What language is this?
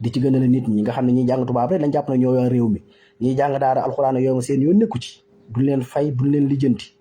Wolof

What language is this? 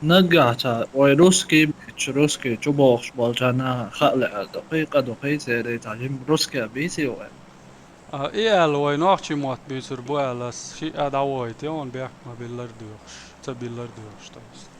Chechen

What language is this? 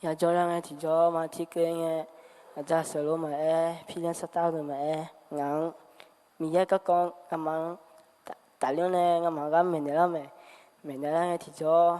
Akha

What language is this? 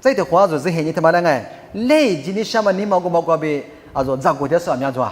Lisu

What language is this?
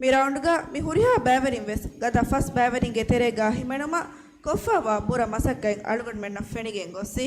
Divehi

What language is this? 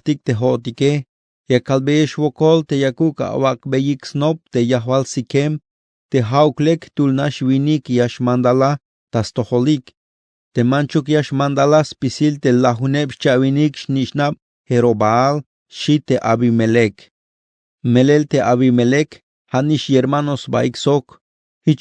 Tzeltal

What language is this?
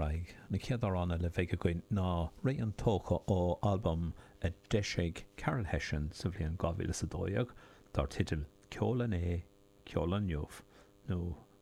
Irish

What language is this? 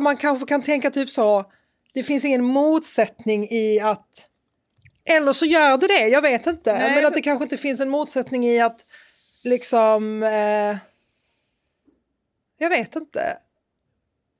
Swedish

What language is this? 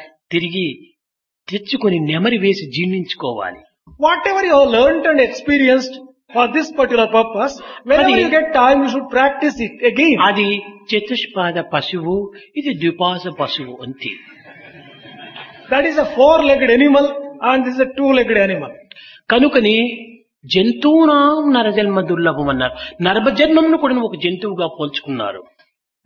Telugu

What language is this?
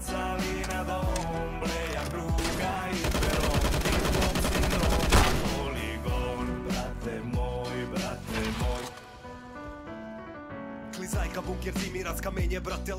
Serbian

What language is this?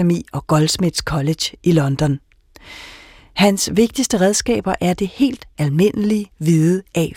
Danish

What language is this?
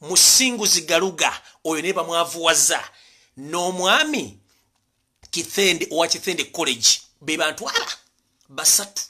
Ganda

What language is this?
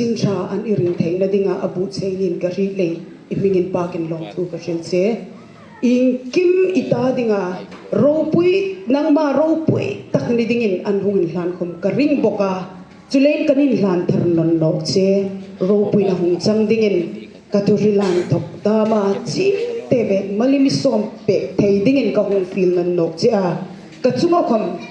Hmar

